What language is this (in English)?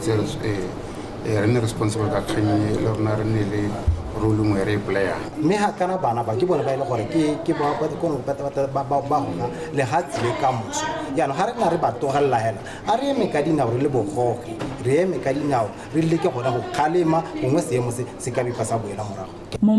Tswana